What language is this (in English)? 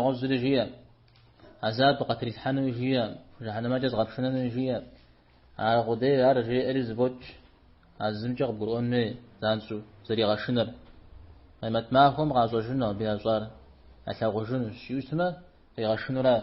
Kabardian